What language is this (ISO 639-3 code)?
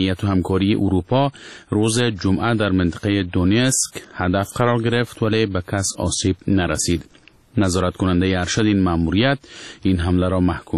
fas